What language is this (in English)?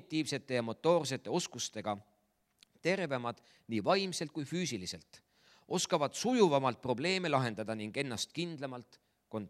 Estonian